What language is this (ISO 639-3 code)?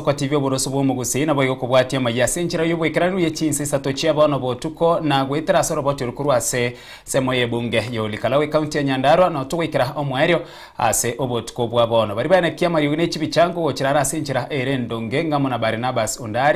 guz